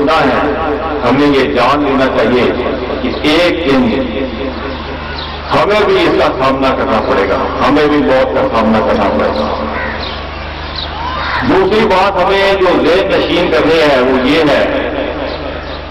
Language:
Urdu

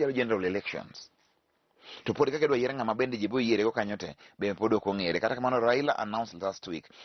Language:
Luo (Kenya and Tanzania)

